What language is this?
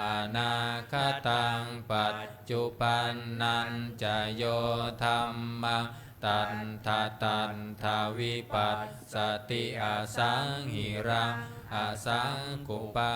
Pali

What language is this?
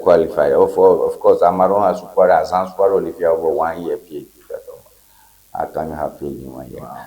Ewe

